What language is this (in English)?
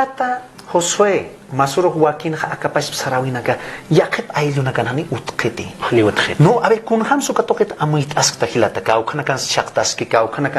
Aymara